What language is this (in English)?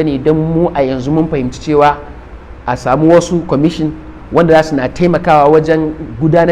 Hausa